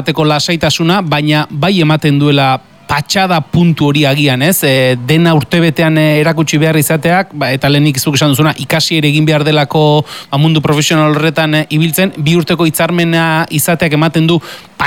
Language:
Basque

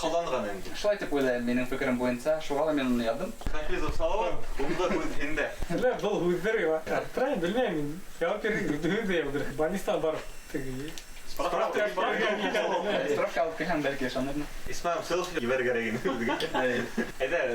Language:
Bashkir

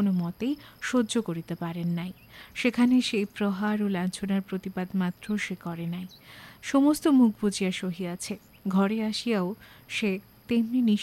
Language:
Bangla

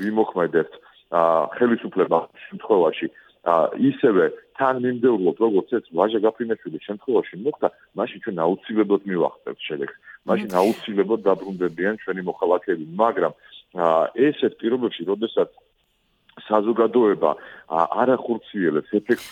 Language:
Georgian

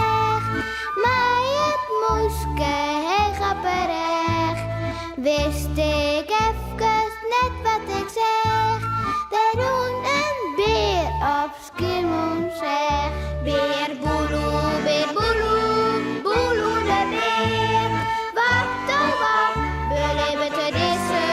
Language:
Western Frisian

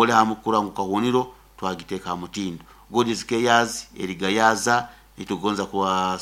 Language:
Nyoro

